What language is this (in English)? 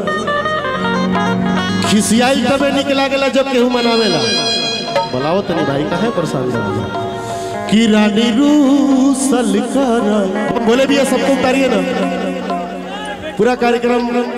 Bhojpuri